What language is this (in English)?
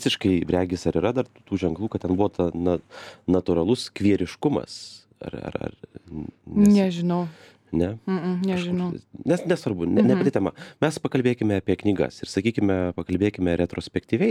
Lithuanian